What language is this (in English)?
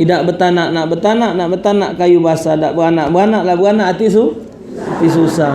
Musi